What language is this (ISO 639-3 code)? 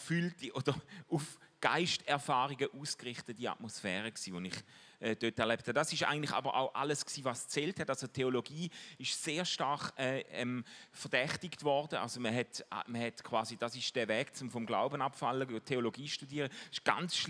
gsw